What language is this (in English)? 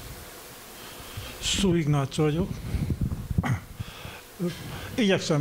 Hungarian